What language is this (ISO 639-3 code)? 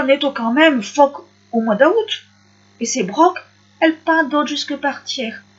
pcd